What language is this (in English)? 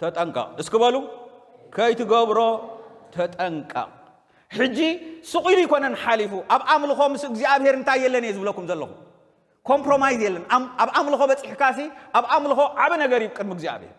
Tigrinya